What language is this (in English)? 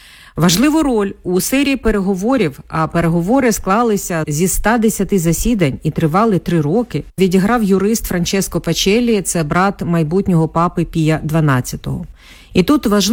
Ukrainian